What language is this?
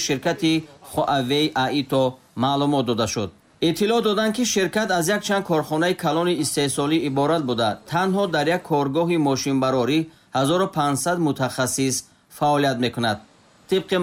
Tajik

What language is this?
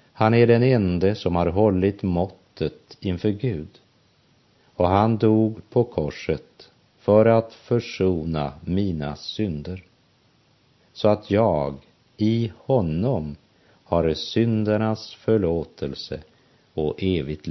Swedish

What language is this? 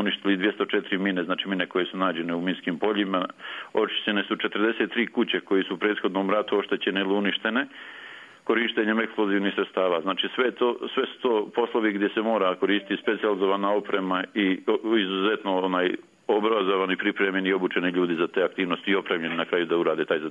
Bosnian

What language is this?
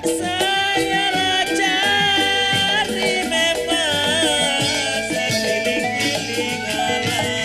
Betawi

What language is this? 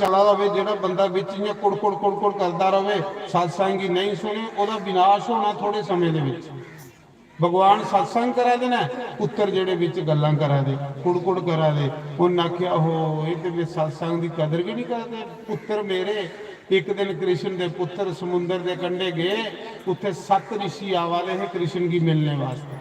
Dogri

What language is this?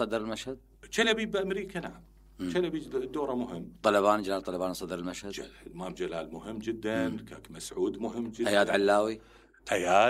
Mesopotamian Arabic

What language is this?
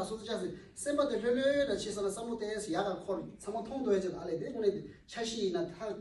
Tibetan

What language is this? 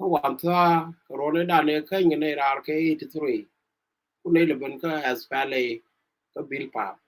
Nuer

